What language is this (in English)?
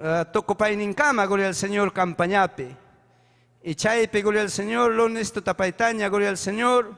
Ayacucho Quechua